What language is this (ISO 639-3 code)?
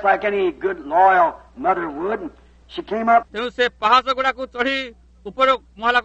ori